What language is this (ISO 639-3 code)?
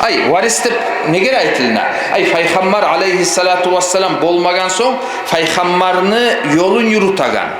kum